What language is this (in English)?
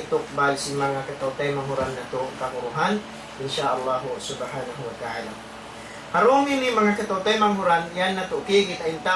Tausug